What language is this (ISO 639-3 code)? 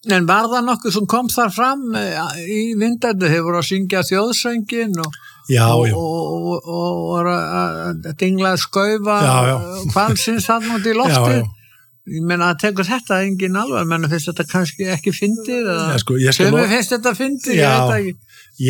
isl